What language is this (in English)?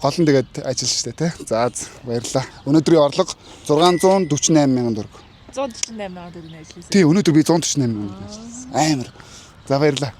Mongolian